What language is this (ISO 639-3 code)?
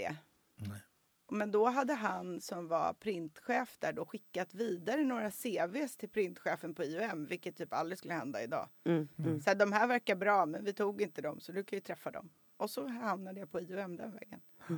swe